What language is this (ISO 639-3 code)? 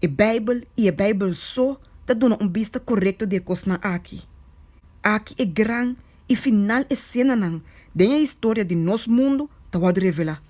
pap